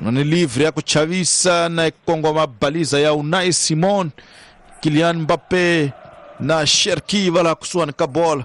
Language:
Tsonga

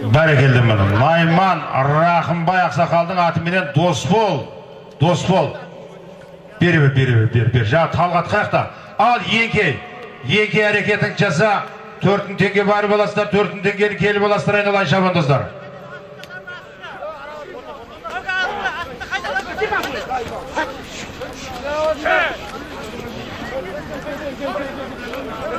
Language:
Kazakh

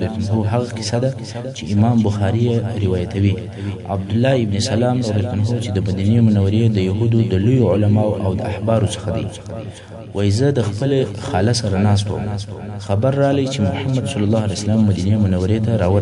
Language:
Pashto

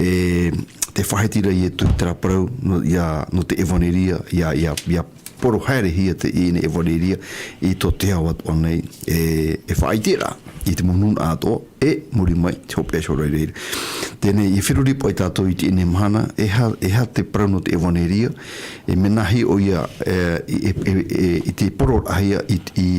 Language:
Tahitian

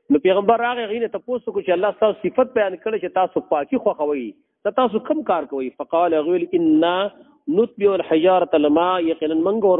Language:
Pashto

